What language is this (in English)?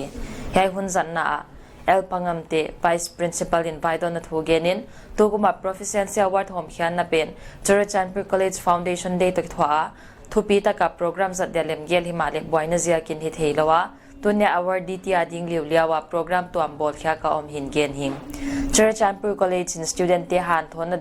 Paite Chin